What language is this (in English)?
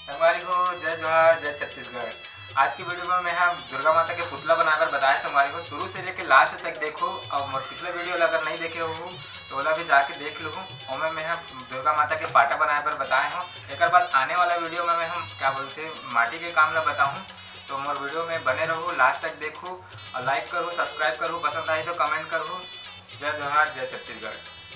Chhattisgarhi